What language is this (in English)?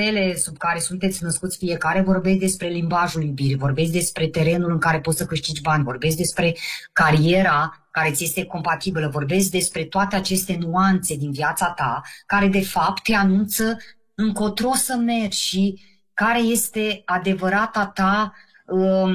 Romanian